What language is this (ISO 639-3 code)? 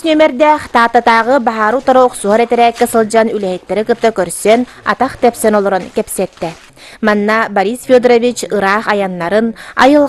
sah